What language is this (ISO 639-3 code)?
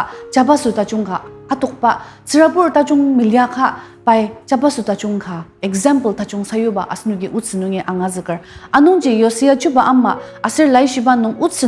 njo